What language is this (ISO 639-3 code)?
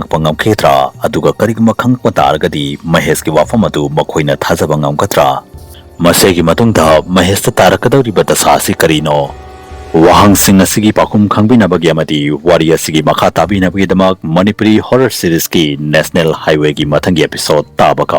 mni